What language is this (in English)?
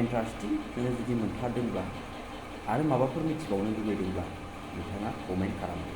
Bodo